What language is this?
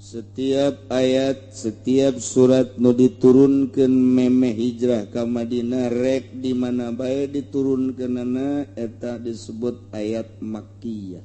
Sundanese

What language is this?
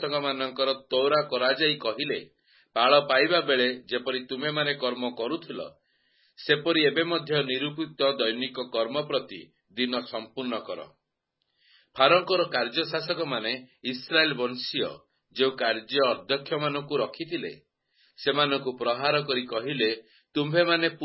Odia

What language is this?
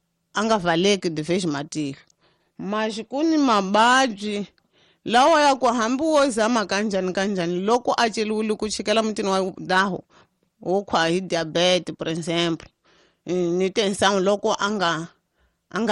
Tsonga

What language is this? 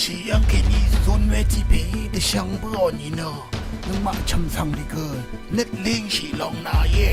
Rawang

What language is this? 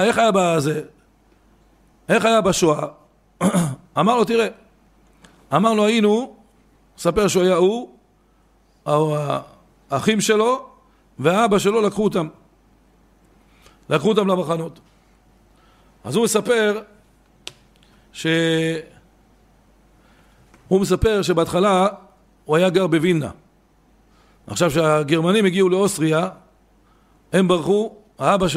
Hebrew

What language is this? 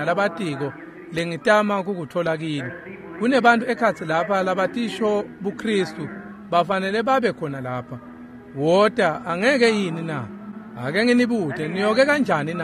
Swati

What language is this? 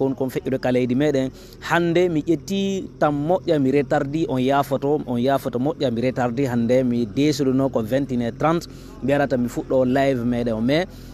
Fula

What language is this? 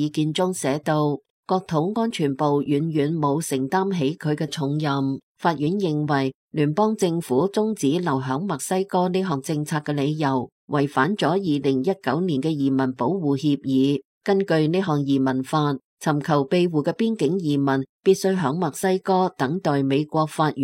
Cantonese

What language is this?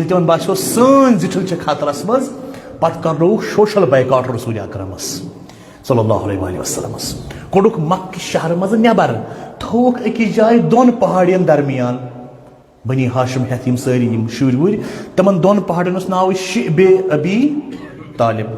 Kashmiri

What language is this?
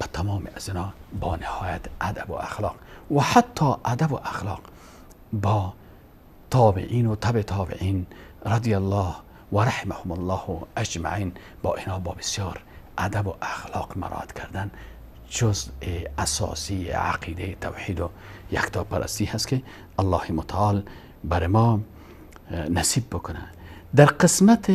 Persian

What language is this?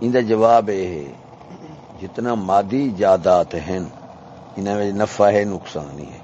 Saraiki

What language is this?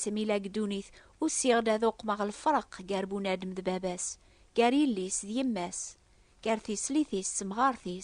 Kabyle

